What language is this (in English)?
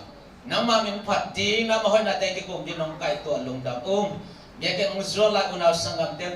Tedim Chin